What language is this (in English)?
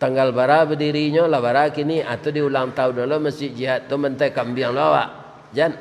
Minangkabau